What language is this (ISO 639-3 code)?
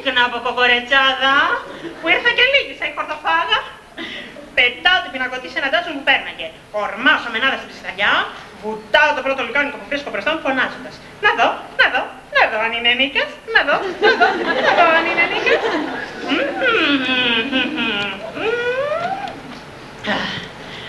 ell